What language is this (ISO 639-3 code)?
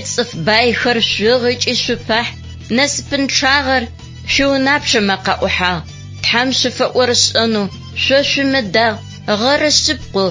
ady